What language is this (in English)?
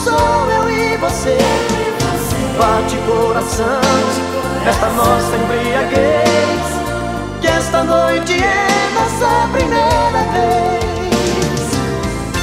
Portuguese